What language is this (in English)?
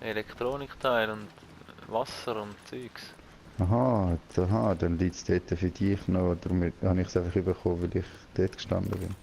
Swiss German